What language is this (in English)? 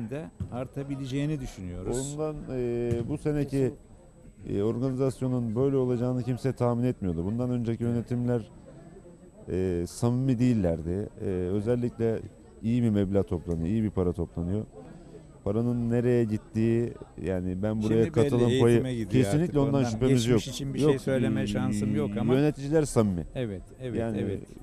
Turkish